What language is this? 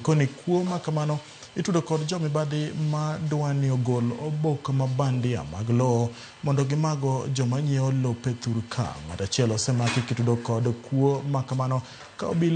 Luo (Kenya and Tanzania)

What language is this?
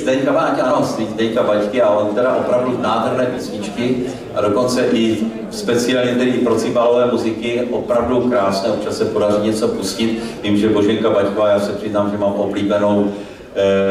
Czech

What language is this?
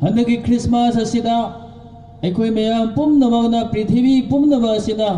Manipuri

